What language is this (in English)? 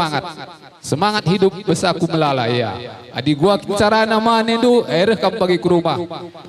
Batak Karo